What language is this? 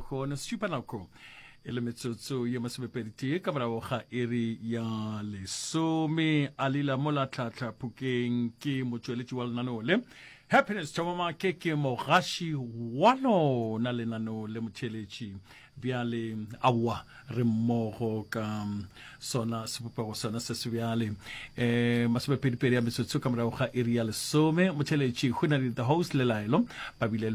Northern Sotho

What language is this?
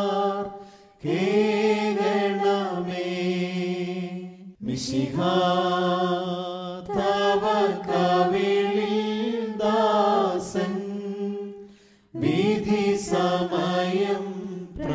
Malayalam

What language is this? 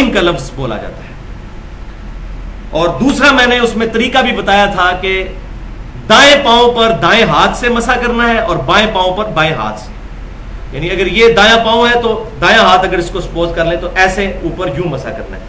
Urdu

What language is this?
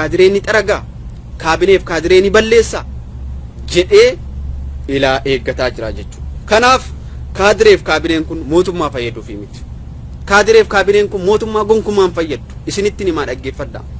Oromo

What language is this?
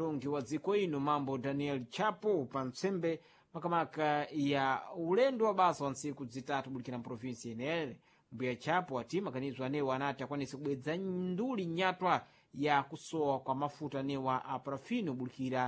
Sena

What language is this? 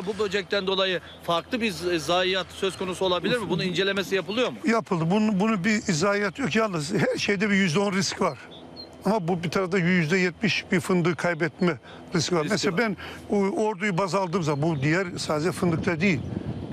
Turkish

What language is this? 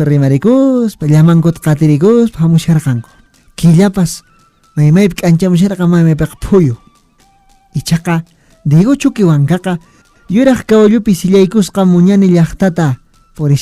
Quechua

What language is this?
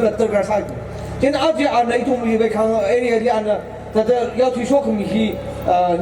Tangkhul Naga (India)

